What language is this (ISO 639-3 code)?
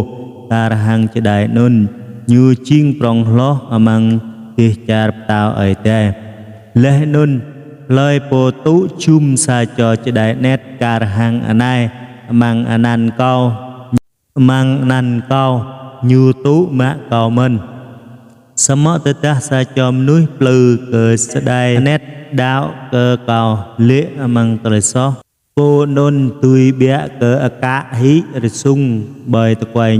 jra